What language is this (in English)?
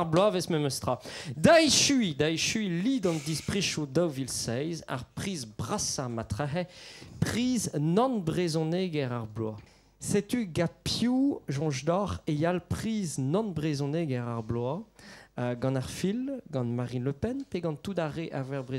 Breton